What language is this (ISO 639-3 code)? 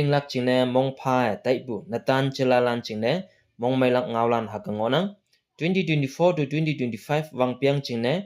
nbe